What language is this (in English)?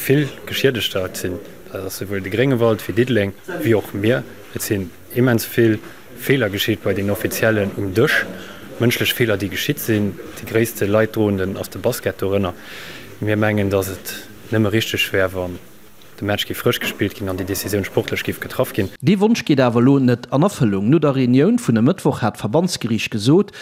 Luxembourgish